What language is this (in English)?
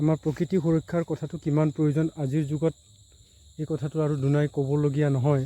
Assamese